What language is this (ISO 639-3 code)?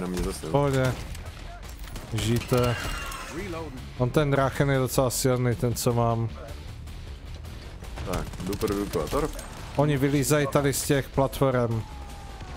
ces